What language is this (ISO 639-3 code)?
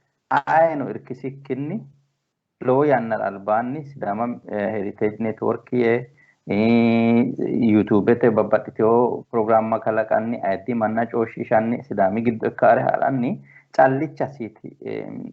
sid